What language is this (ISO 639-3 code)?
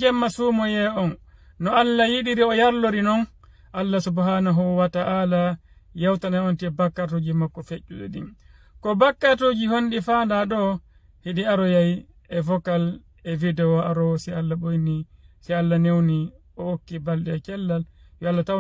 ful